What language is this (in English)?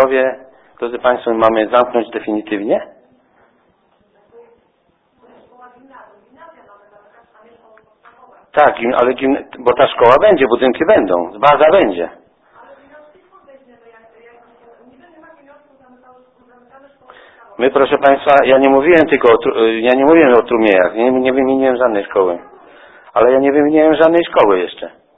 Polish